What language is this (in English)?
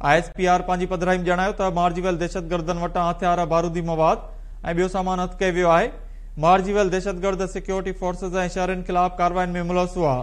Sindhi